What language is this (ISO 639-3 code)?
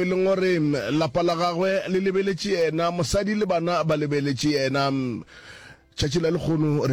nso